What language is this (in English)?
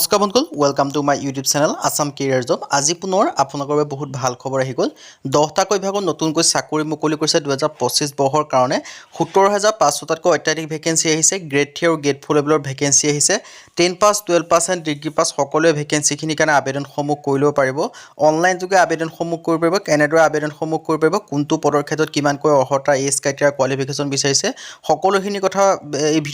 Assamese